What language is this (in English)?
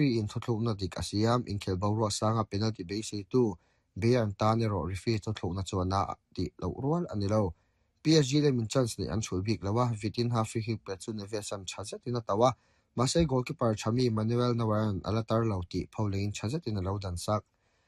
Mizo